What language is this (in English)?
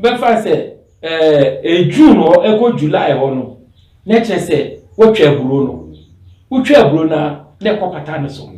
Akan